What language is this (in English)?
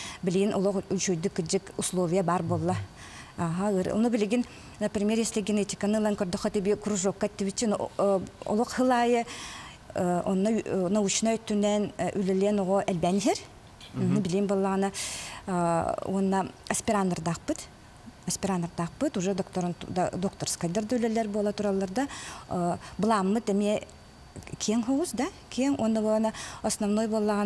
Yakut